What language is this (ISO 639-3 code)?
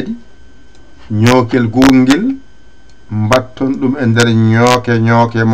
ful